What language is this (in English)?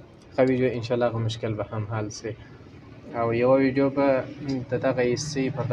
Pashto